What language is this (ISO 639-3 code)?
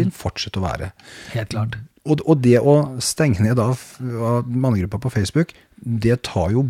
nor